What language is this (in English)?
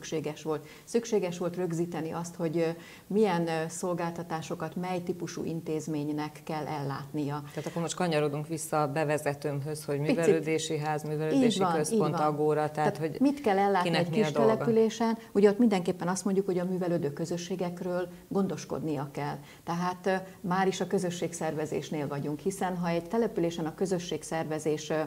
Hungarian